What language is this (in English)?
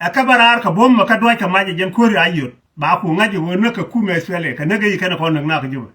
Nuer